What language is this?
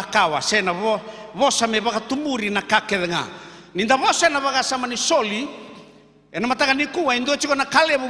Fijian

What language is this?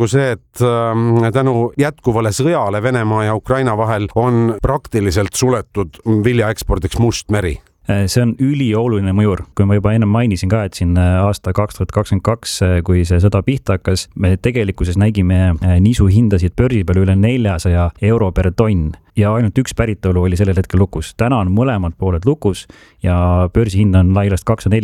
Estonian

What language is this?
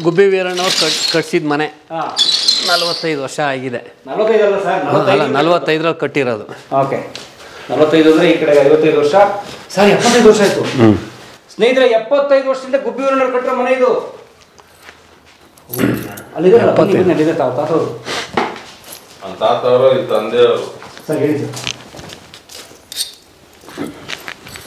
Kannada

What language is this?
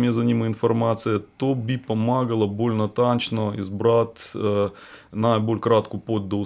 Slovenian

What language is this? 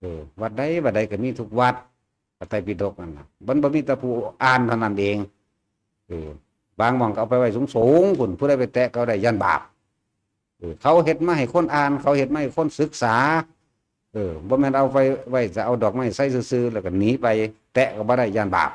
Northeastern Thai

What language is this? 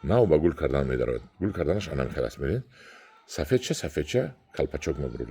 Tajik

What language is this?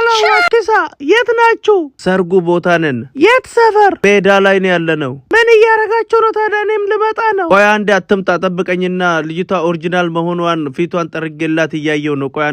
Amharic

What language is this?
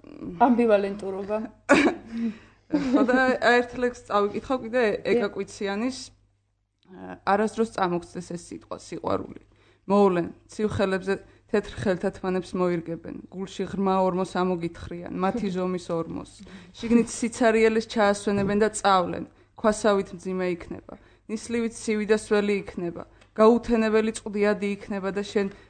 Georgian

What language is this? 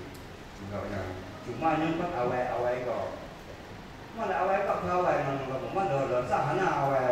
Achinese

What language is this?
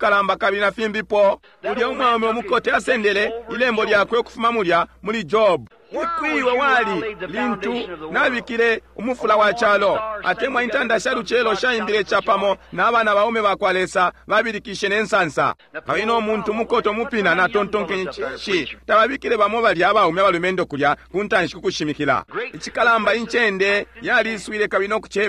Bemba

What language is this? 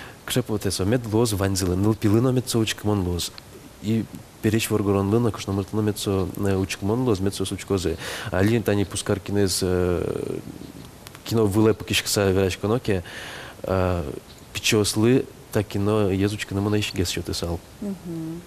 Udmurt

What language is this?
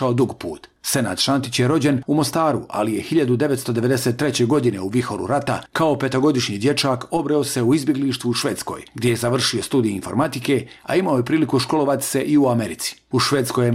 Bosnian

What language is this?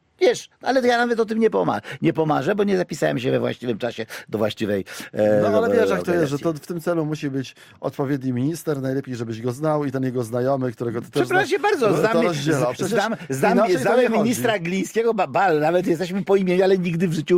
Polish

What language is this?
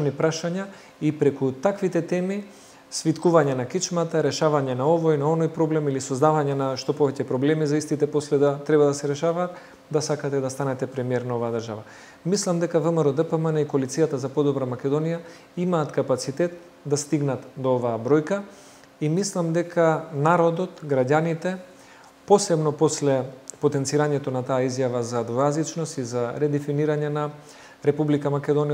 Macedonian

